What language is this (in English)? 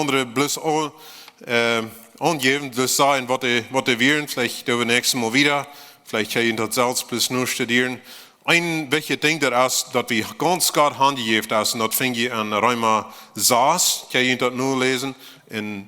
Plautdietsch